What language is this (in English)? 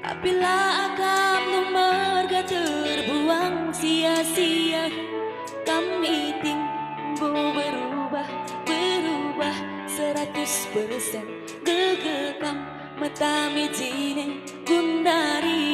Batak Karo